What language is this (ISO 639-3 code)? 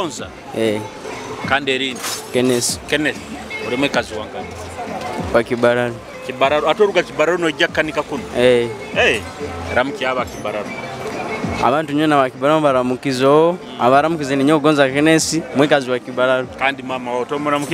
nyo